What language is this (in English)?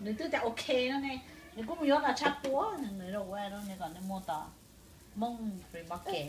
Hmong